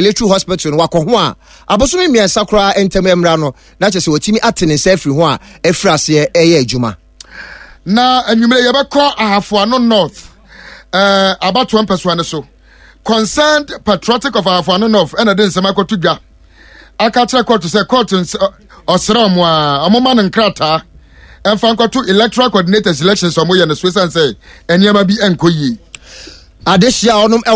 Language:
Akan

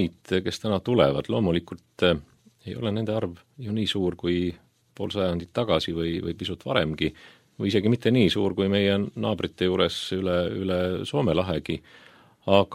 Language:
Estonian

